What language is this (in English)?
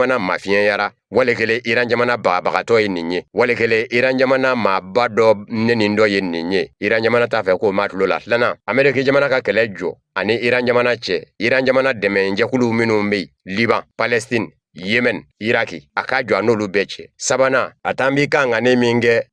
Bambara